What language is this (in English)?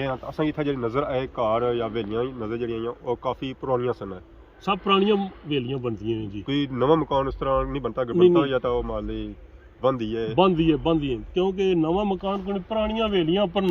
Pahari-Potwari